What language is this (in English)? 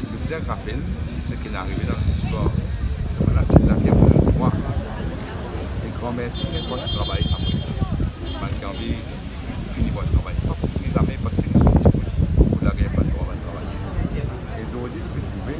Morisyen